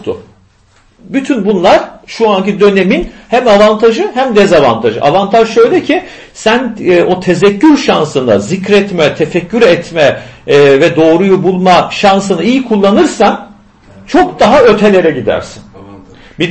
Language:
Turkish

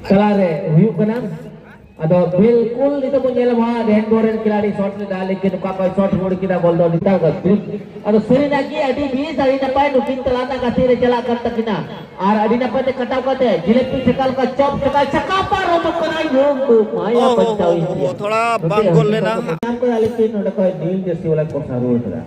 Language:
Santali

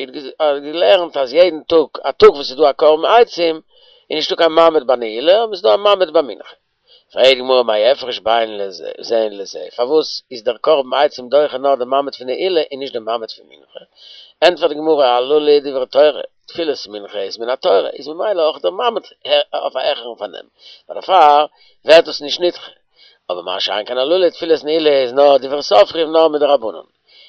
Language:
Yiddish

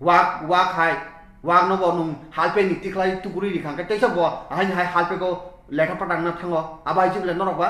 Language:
Kok Borok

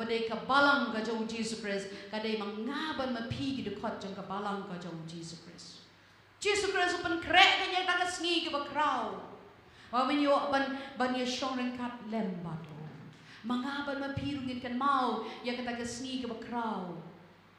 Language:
Khasi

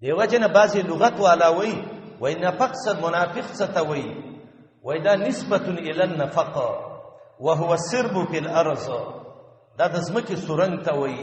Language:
Pashto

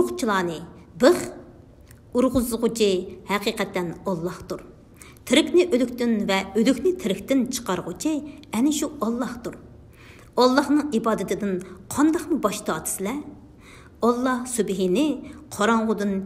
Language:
Uyghur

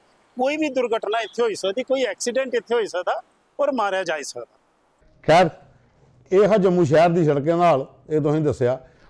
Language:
Dogri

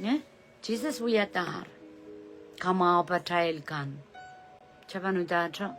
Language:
Pohnpeian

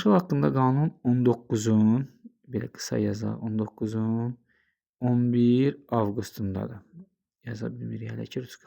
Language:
Azerbaijani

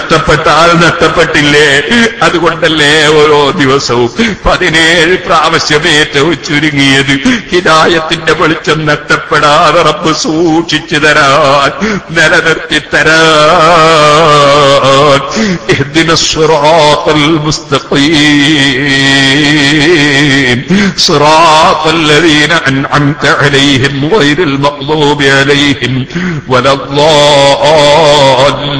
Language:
Malayalam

